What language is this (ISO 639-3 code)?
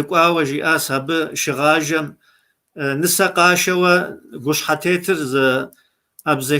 kbd